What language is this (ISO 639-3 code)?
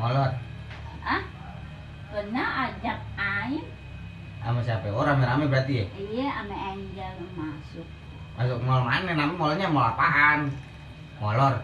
bew